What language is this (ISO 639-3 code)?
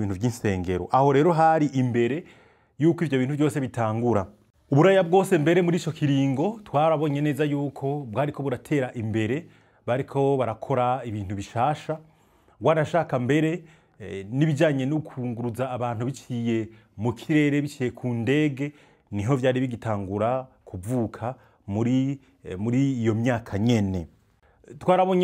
run